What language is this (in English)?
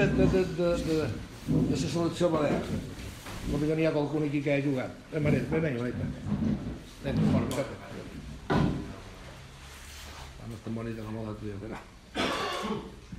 Catalan